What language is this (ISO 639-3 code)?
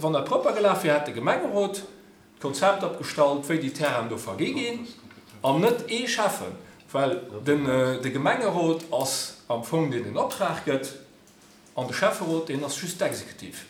ltz